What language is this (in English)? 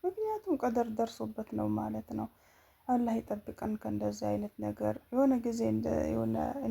Amharic